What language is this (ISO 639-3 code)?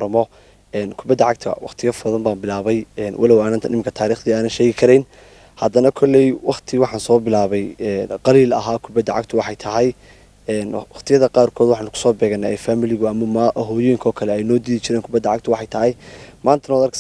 som